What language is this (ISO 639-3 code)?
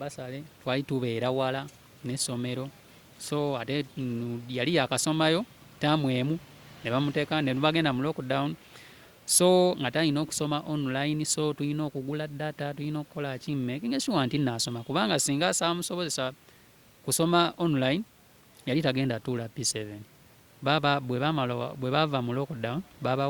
lug